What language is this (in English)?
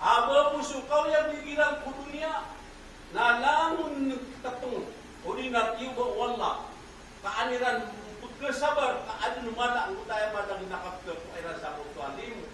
Maranao